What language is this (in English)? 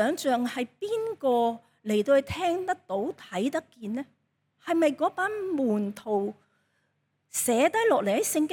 Cantonese